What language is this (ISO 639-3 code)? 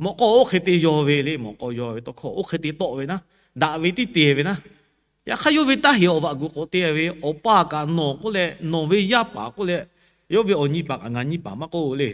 lhu